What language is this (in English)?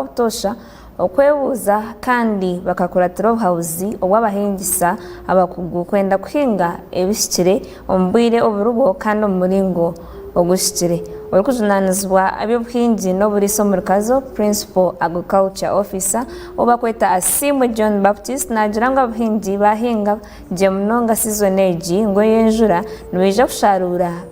Nyankole